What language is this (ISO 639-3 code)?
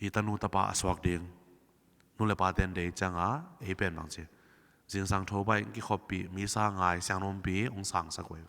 ctd